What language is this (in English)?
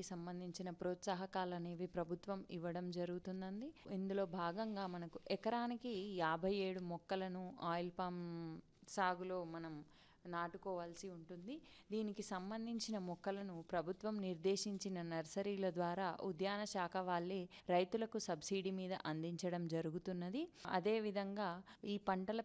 Telugu